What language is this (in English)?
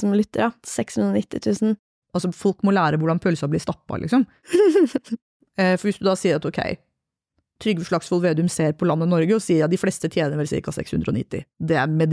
Norwegian